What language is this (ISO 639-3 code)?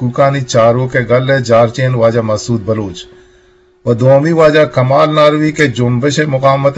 bgp